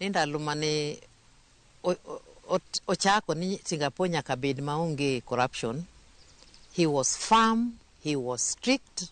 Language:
Luo (Kenya and Tanzania)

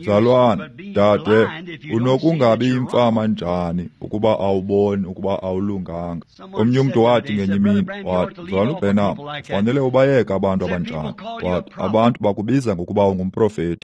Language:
Xhosa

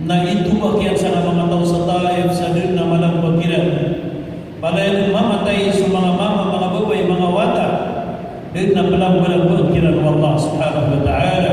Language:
Maranao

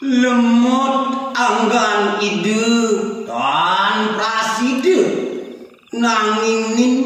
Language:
Balinese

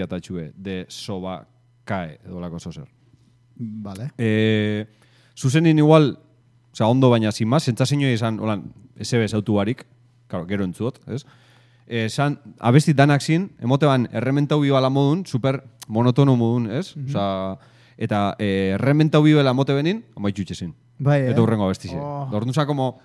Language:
Basque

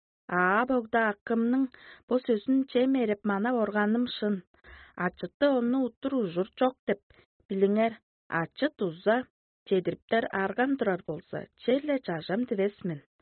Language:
Tuvinian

